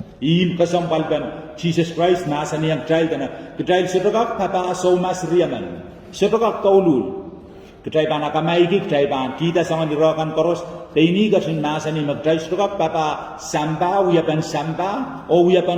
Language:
Pohnpeian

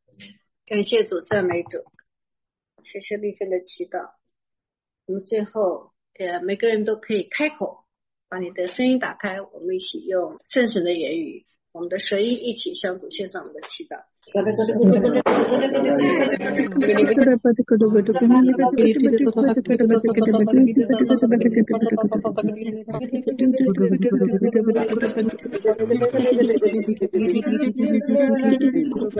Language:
Chinese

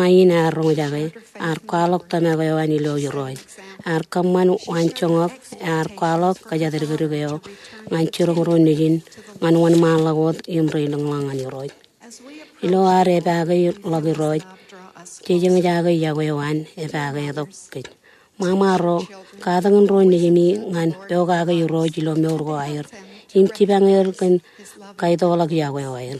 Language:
Marshallese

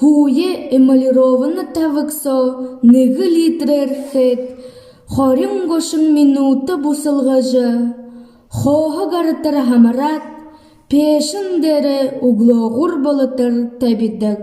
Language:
Buriat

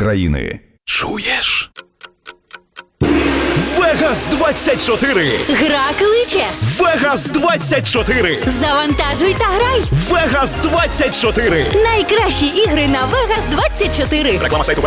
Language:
Ukrainian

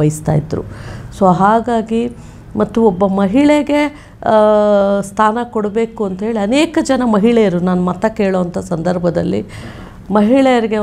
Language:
Kannada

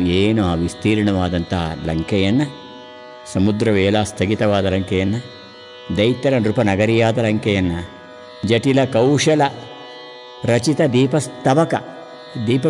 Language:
Kannada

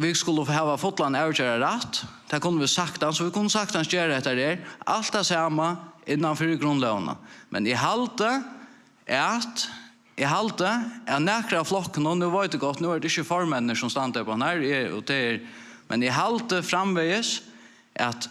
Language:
Faroese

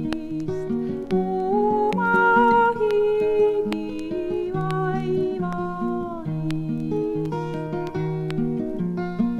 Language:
Estonian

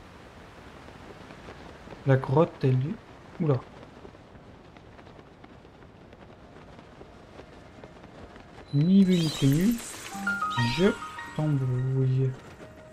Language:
French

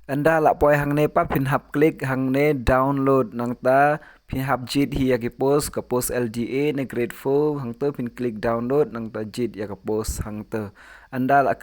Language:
Khasi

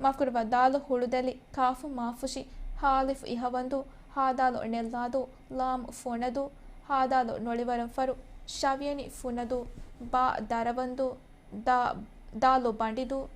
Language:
Divehi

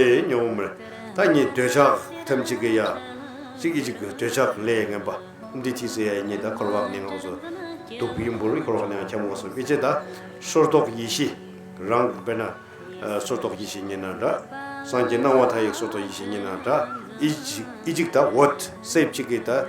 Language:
Tibetan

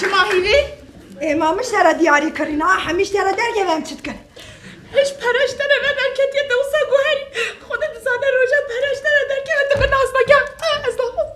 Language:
Kurdish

